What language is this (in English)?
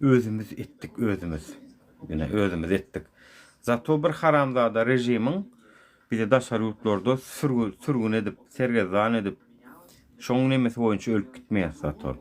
Turkmen